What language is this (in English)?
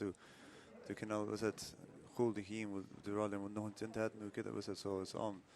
Irish